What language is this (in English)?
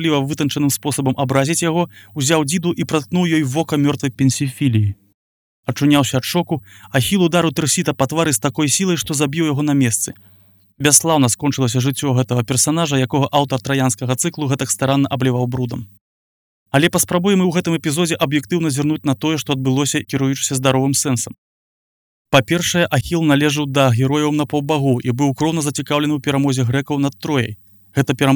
Belarusian